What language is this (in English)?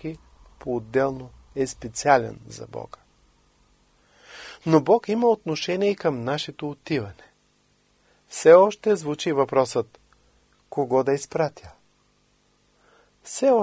Bulgarian